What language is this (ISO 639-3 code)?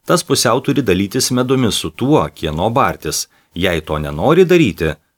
lit